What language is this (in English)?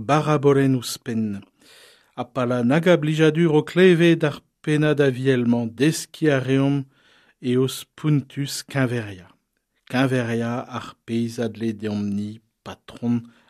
Breton